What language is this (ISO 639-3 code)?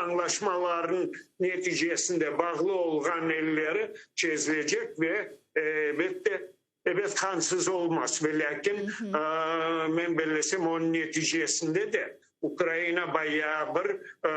crh